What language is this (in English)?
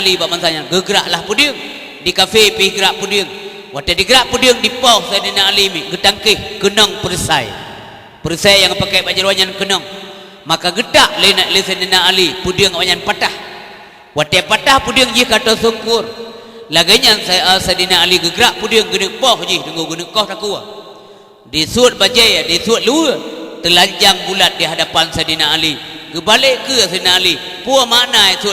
Achinese